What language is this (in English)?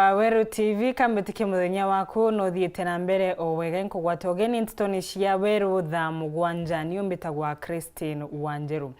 Meru